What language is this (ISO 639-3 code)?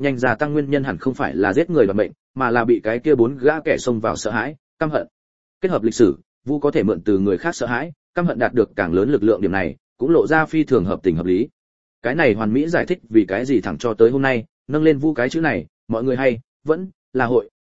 vie